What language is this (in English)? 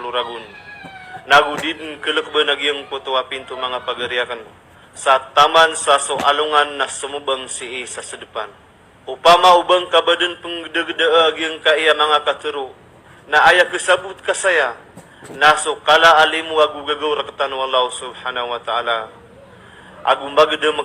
Maranao